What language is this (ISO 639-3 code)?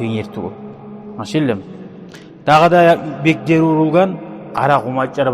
kum